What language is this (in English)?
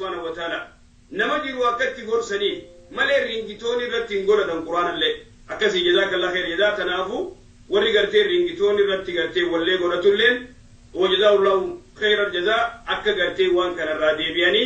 Oromo